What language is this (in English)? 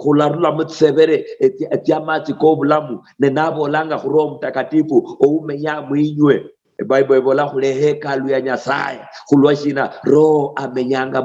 Luyia